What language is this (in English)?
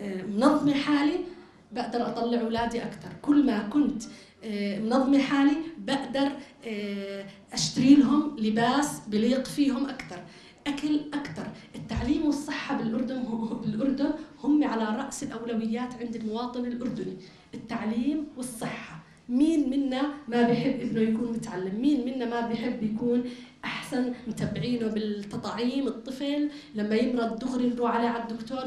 North Levantine Arabic